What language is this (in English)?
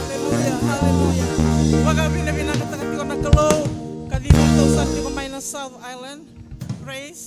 Fijian